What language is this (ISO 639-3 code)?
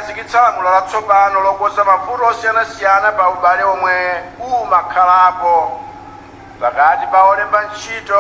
nya